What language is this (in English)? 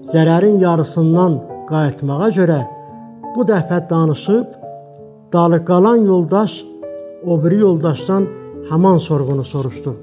South Azerbaijani